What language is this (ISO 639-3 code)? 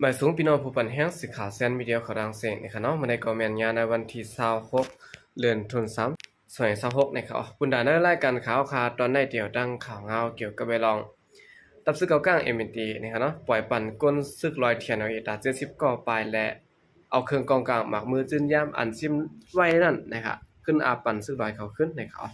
shn